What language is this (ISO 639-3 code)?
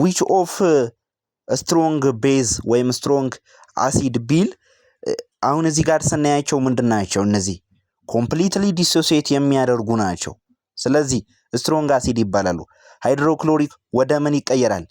amh